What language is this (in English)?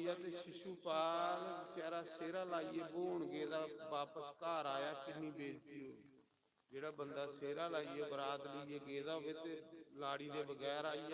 Dogri